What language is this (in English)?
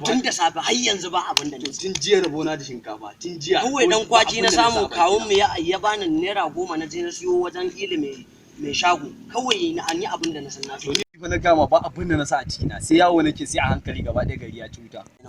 Hausa